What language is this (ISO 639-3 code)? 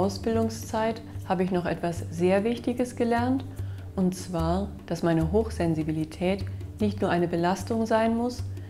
deu